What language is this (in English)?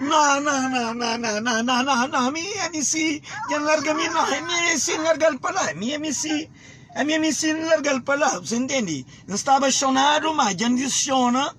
Kabuverdianu